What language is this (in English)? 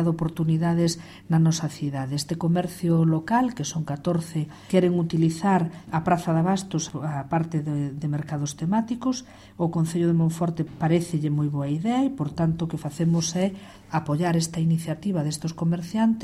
Galician